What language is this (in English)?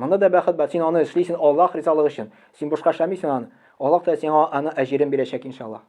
Tatar